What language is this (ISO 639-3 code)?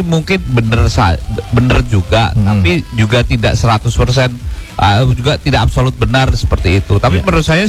ind